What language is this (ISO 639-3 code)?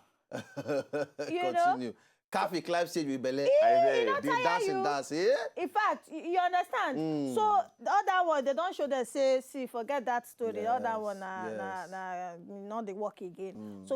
pcm